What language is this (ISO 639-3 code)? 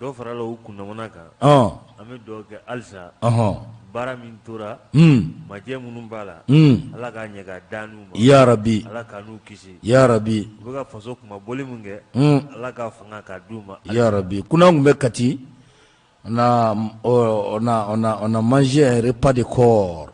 bam